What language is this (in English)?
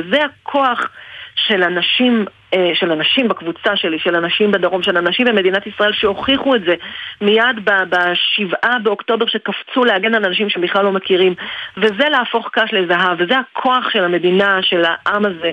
Hebrew